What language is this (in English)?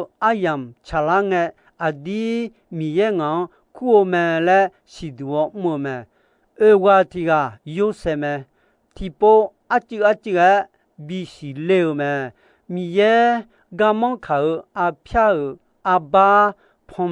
Akha